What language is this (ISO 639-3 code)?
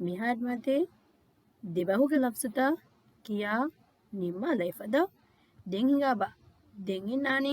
div